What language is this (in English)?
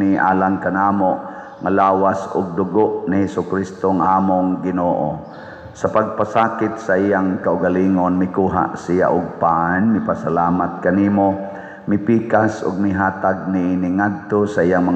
Cebuano